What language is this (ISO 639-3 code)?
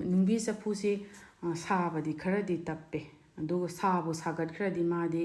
mni